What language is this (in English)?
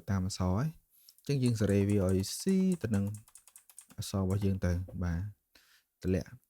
Khmer